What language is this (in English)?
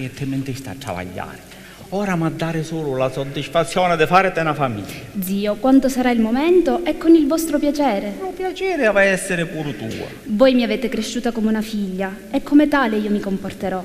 Sicilian